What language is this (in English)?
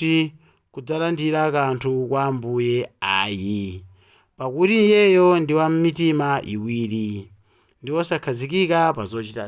Nyanja